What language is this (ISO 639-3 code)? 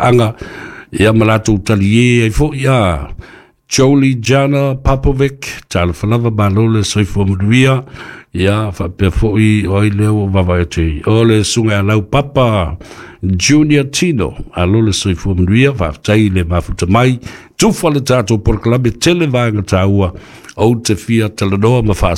smo